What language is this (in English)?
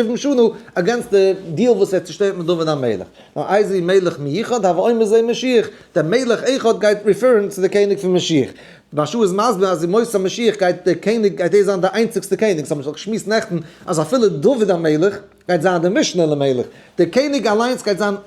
Yiddish